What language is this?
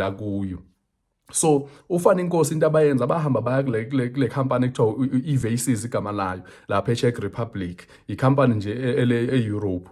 Zulu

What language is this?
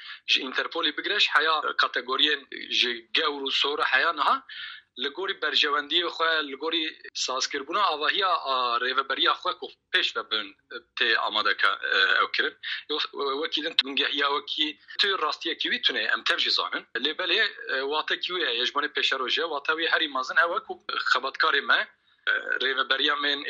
Kurdish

